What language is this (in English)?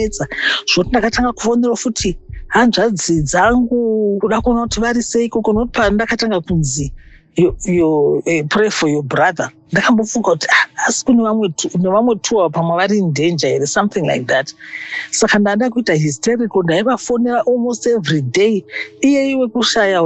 Shona